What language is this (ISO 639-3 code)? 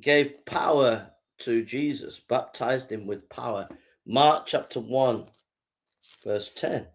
eng